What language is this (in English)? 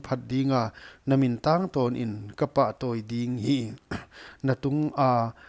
Paite Chin